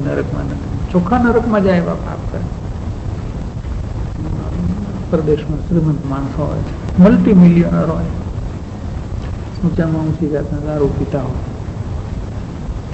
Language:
Gujarati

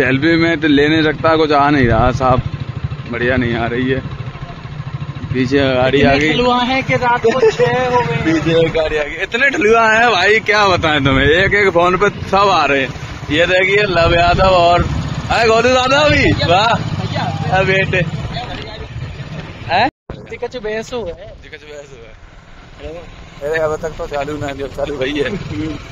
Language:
Hindi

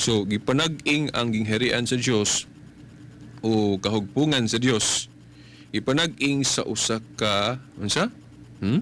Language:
Cebuano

